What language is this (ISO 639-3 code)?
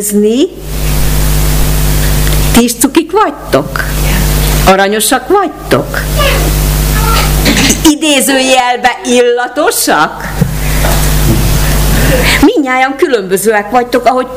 hun